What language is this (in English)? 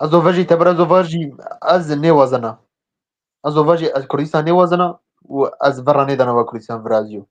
Zaza